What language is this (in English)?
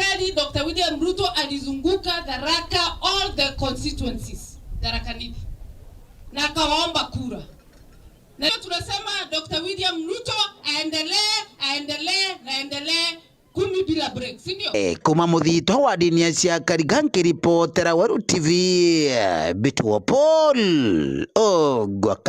Meru